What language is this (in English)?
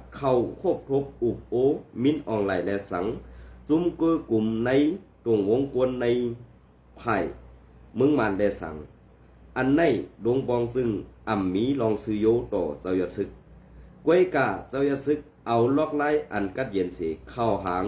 Shan